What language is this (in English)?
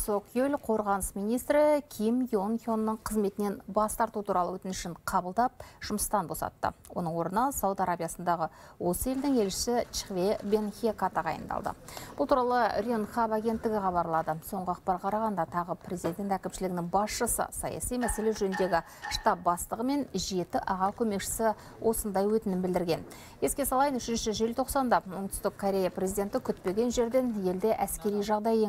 Kazakh